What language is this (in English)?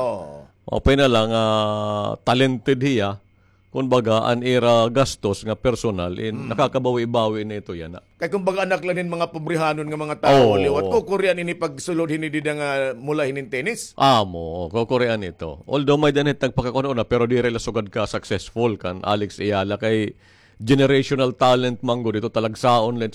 Waray